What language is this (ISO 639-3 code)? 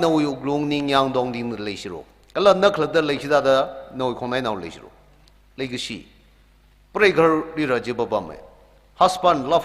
nmf